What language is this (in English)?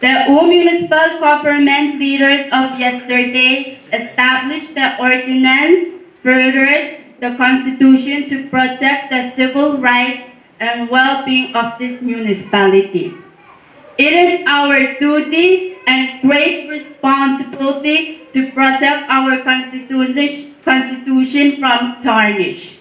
Pohnpeian